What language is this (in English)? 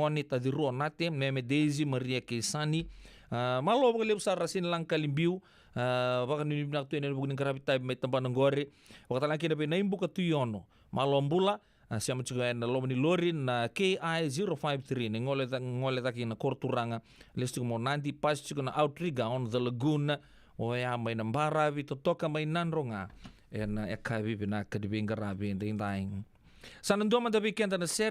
Fijian